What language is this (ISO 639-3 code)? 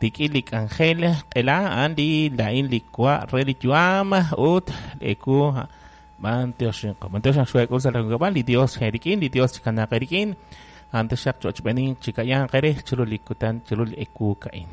kek